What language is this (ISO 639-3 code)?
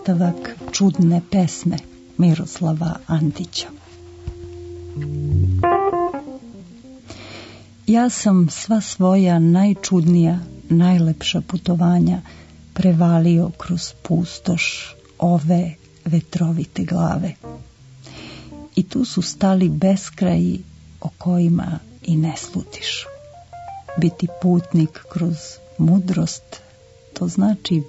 srp